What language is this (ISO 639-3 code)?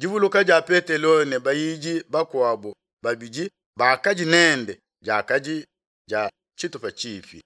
lua